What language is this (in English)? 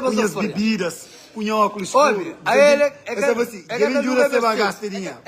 Kabuverdianu